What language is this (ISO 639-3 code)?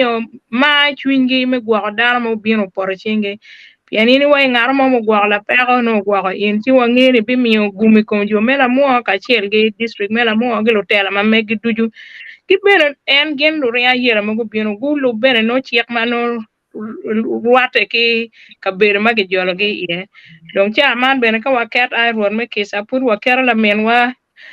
ach